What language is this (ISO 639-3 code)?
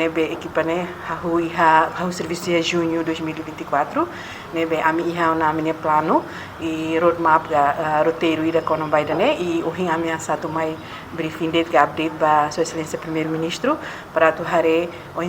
tet